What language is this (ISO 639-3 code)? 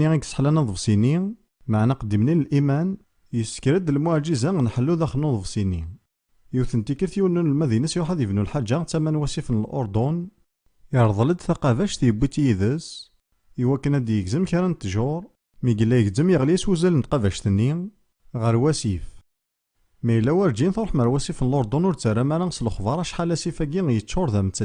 kab